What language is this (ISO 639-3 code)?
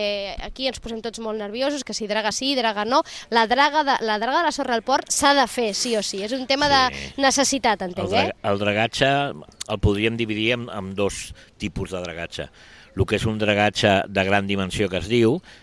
cat